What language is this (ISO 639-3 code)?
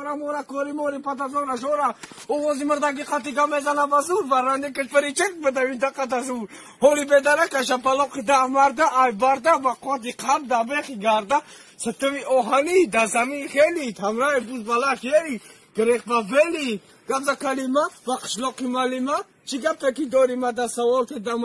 tgk